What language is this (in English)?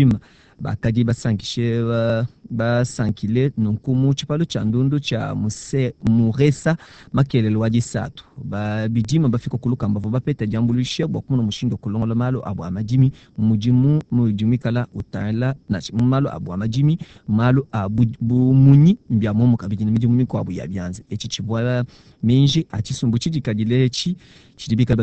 Luba-Lulua